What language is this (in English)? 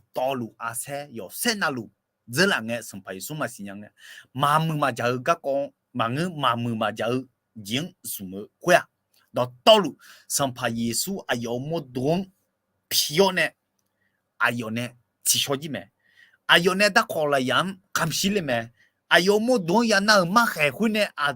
Akha